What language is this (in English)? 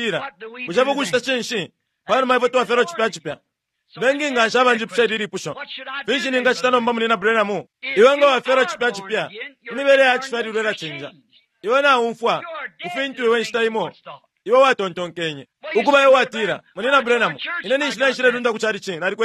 Bemba